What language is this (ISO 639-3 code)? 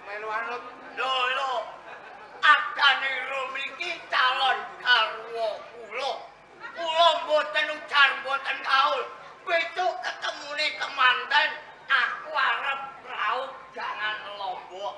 jav